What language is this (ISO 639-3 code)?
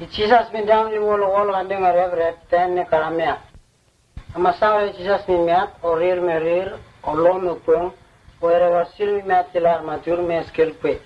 msn